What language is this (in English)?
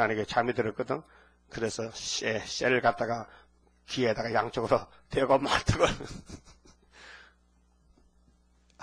Korean